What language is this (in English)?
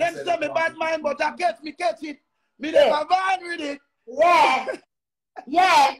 Jamaican Creole English